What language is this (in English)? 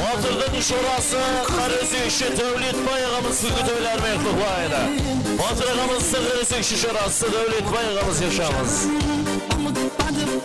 Kara-Kalpak